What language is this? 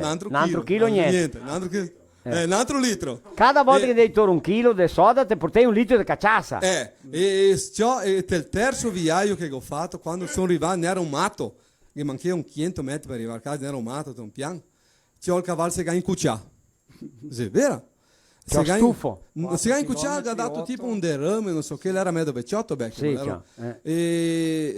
Venetian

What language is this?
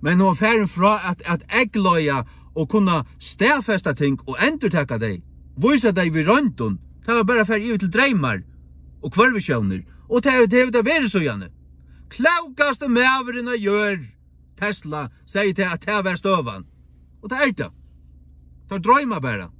Faroese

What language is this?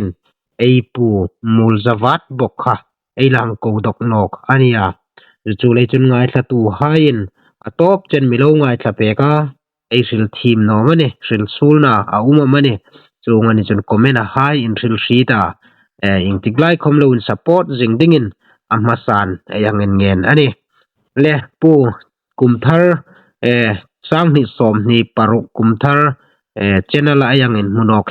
Hmar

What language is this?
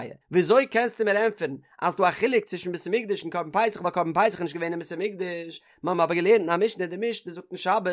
Yiddish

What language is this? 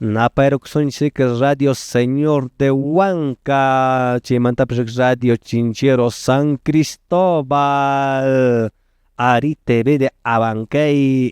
Quechua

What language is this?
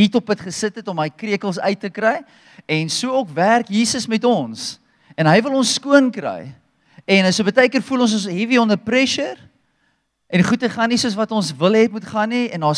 Afrikaans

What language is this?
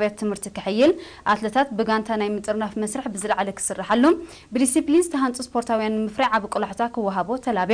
Tigrinya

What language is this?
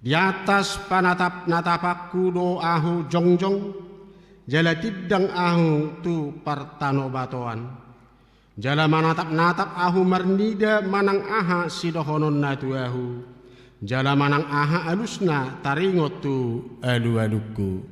Batak Toba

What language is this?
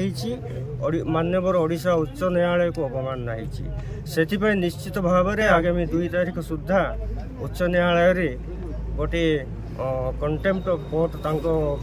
Odia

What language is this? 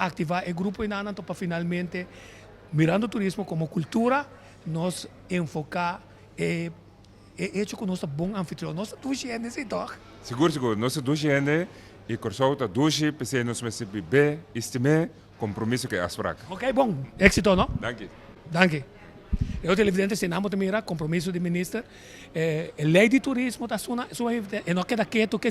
Papiamento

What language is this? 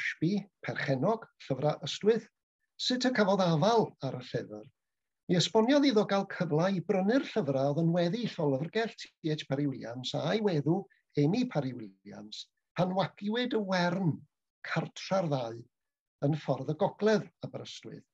Welsh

